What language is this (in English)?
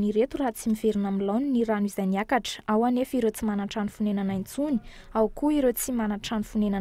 Malagasy